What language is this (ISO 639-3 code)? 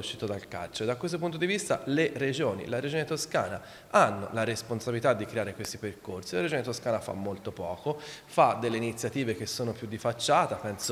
ita